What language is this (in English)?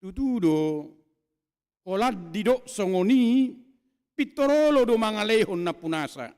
Batak Toba